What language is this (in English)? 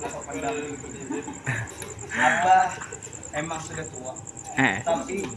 Banjar